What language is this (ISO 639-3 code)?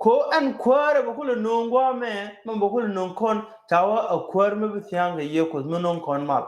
nus